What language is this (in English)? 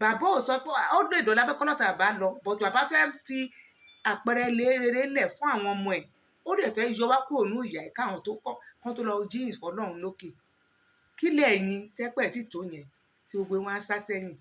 Yoruba